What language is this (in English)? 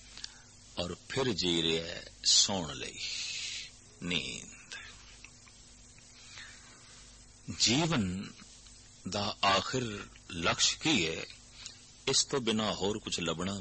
Punjabi